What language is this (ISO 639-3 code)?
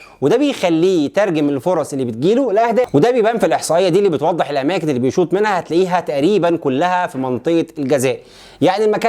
arz